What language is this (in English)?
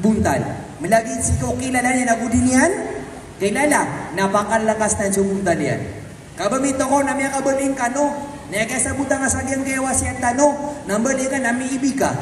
Maranao